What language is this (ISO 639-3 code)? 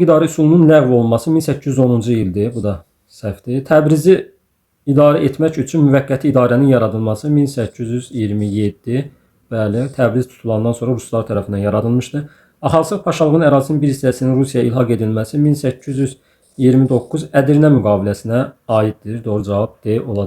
aze